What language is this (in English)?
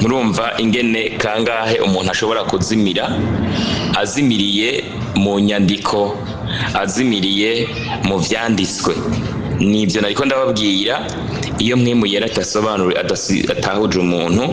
Rundi